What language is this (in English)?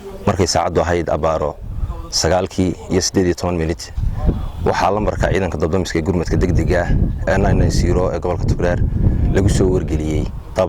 Somali